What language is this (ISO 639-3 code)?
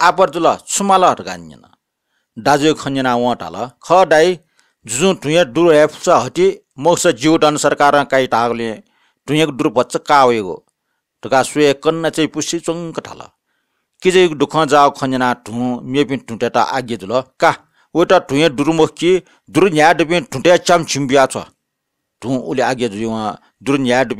new